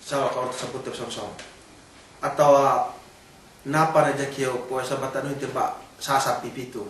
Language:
Yakan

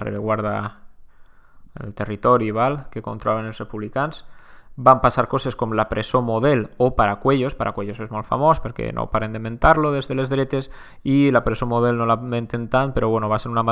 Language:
Catalan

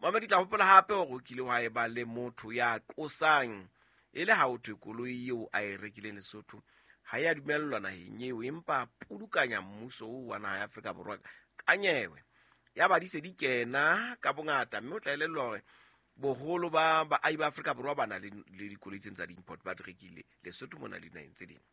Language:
Southern Sotho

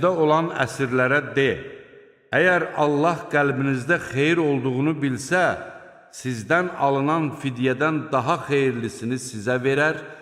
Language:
Azerbaijani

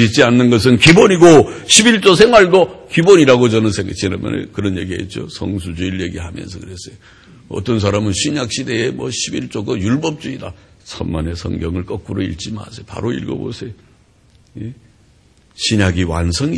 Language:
Korean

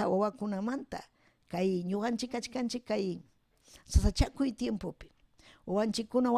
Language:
Ayacucho Quechua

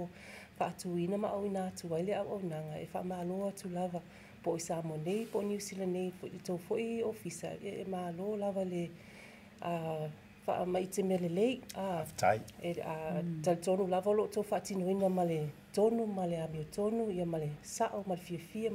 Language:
Samoan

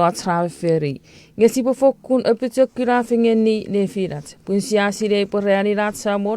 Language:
Chuukese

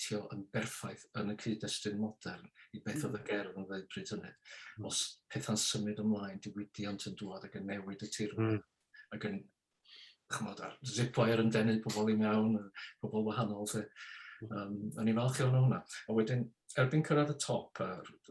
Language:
Welsh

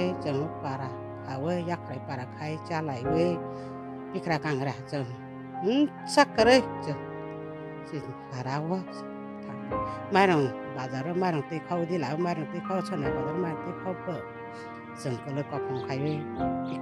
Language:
Kok Borok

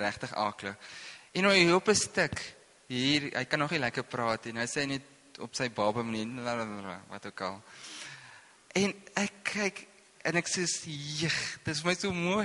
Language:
Afrikaans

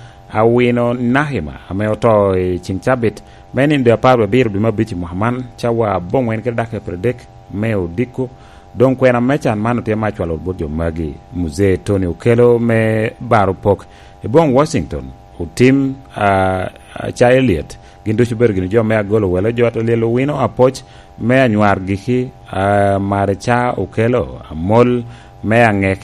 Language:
Lango (Uganda)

